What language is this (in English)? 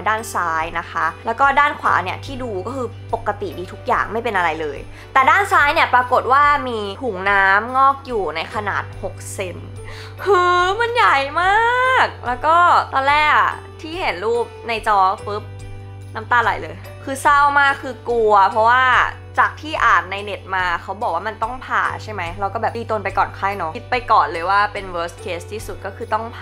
Thai